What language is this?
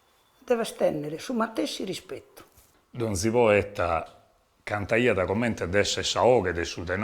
Sardinian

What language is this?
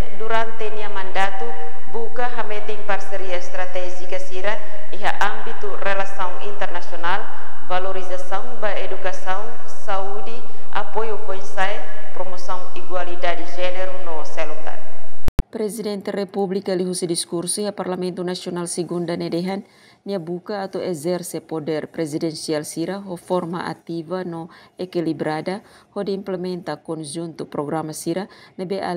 Tetum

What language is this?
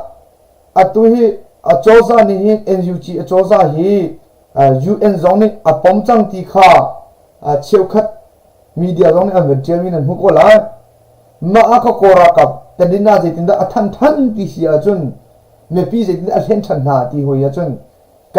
Hakha Chin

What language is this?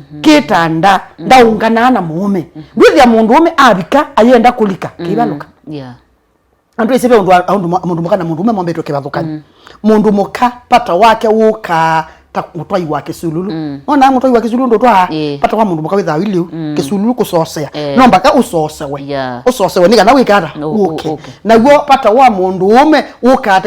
Kamba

